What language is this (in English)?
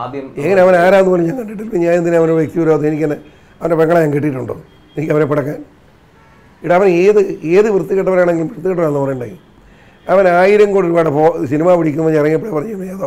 Malayalam